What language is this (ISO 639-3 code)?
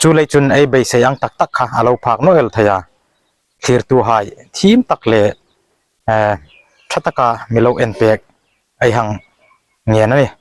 hmr